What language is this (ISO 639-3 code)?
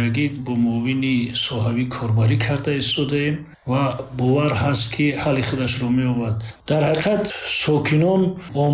tgk